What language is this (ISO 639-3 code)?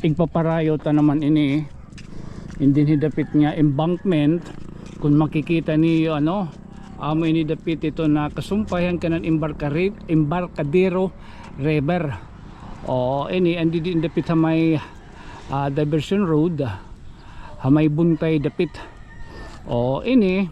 war